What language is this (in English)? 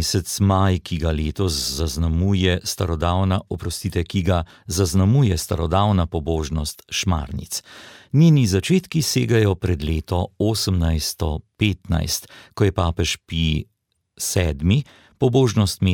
Slovenian